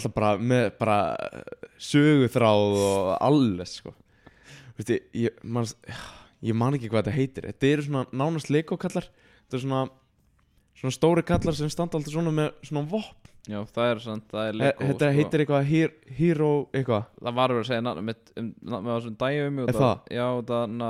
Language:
Icelandic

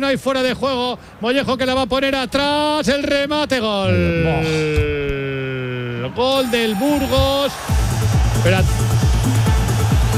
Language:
Spanish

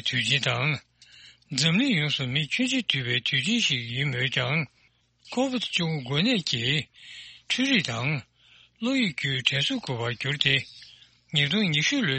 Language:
Tibetan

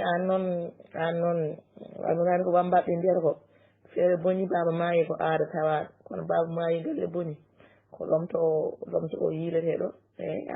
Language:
Fula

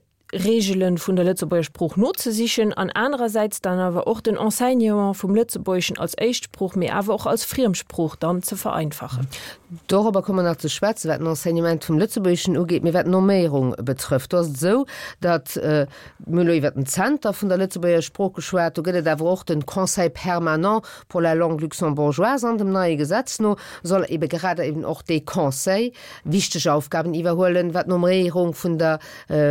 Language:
Luxembourgish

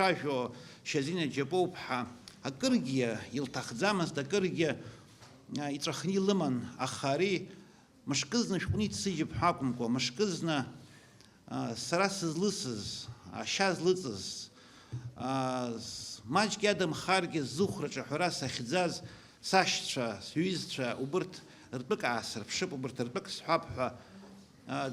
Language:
Abkhazian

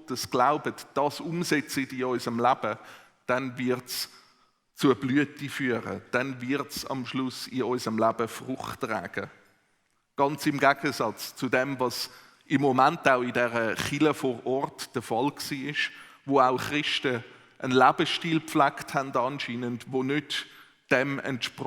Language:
Swiss German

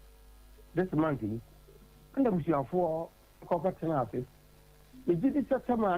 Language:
Akan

